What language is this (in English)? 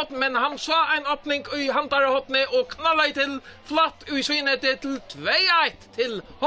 Faroese